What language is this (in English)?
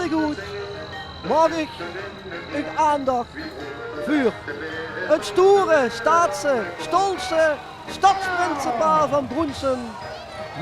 Limburgish